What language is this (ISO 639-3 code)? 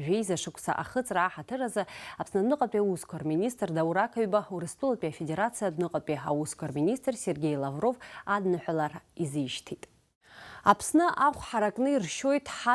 abk